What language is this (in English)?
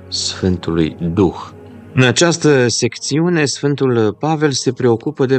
Romanian